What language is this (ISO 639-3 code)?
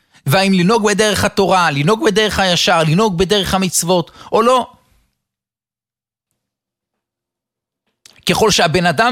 heb